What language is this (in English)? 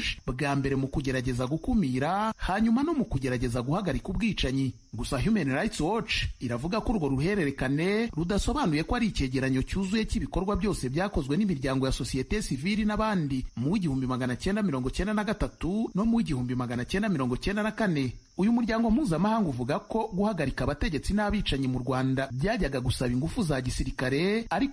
Kinyarwanda